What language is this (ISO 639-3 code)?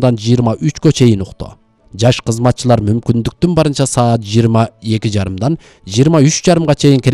kir